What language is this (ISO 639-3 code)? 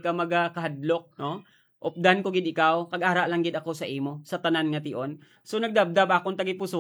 hil